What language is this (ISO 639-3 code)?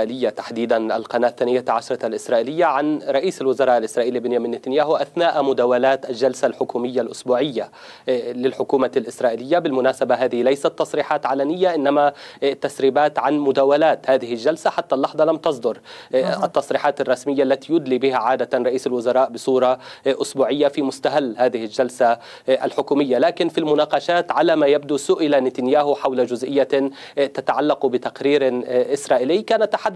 ara